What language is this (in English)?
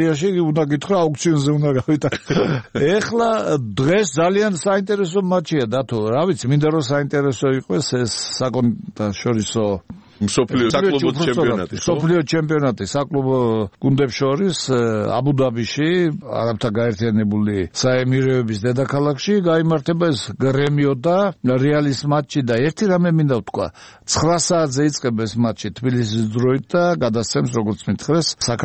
Georgian